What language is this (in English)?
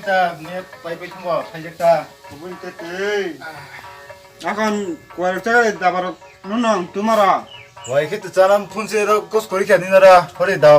Kok Borok